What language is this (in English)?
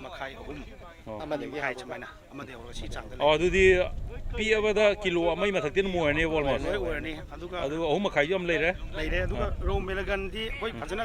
Manipuri